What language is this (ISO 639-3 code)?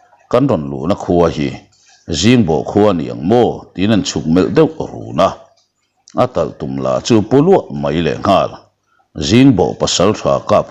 lus